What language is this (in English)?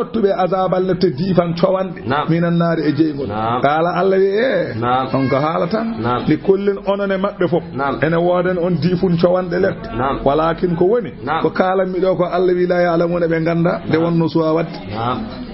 Fula